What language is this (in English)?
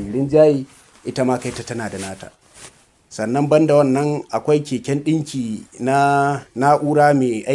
Hausa